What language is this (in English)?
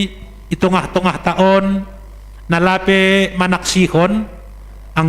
Batak Simalungun